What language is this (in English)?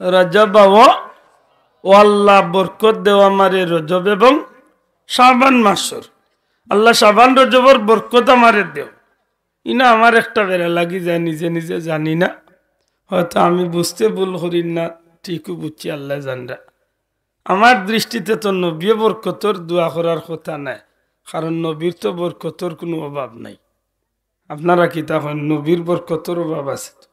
Sylheti